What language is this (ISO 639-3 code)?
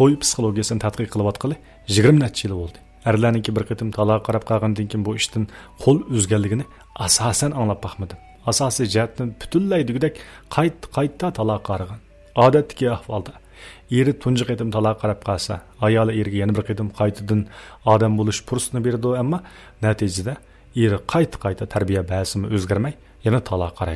uig